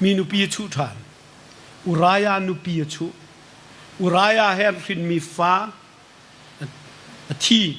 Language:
Hakha Chin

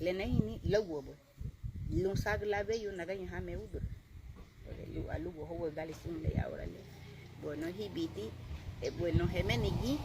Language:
Garifuna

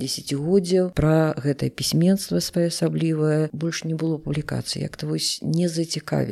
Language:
Belarusian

